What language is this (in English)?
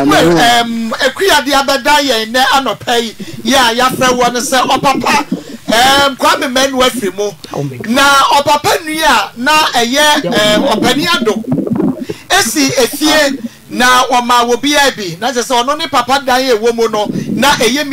Akan